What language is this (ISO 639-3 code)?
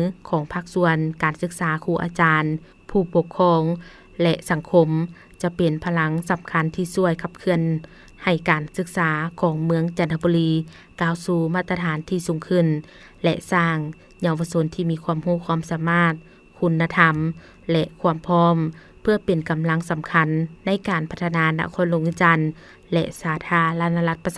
lao